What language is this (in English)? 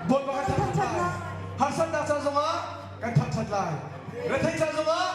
Hakha Chin